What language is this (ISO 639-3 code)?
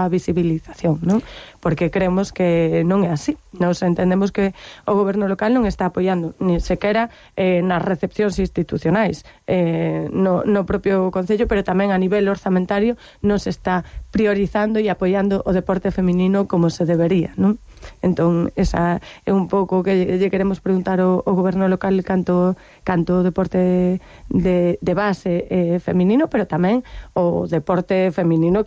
glg